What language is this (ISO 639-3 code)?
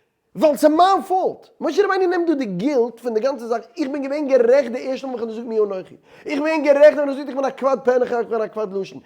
yid